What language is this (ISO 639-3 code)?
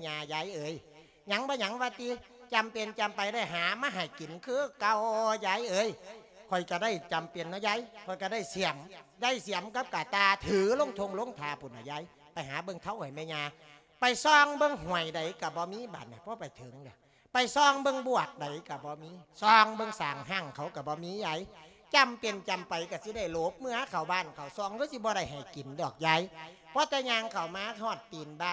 lao